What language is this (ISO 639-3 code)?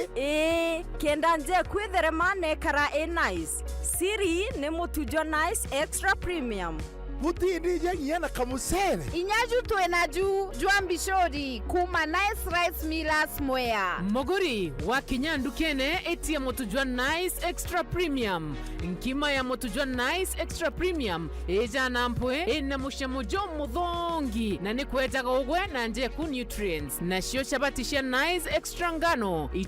mer